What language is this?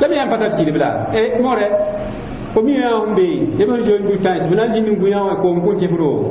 Mossi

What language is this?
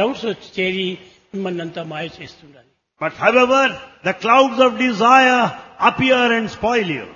Telugu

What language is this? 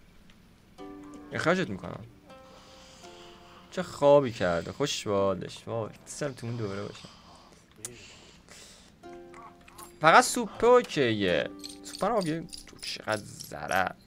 Persian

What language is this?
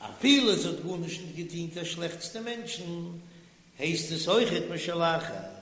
Yiddish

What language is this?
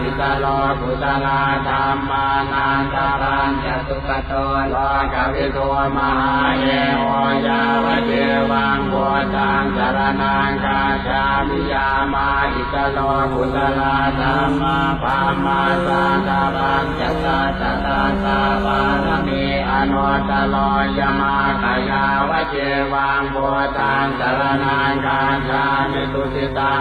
Pali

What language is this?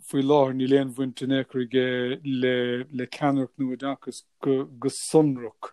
Irish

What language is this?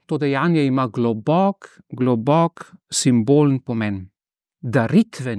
Slovenian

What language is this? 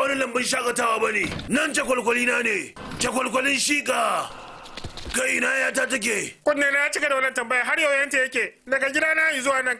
Hausa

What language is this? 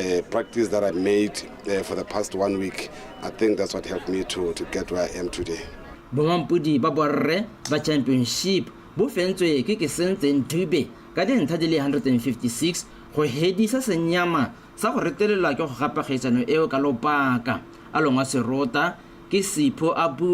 Tswana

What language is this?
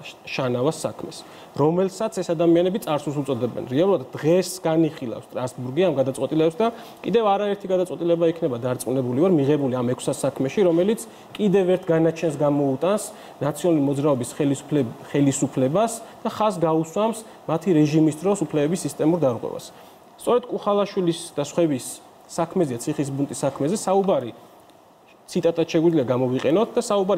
Georgian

